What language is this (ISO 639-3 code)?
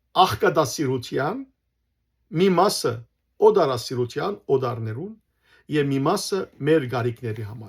hyw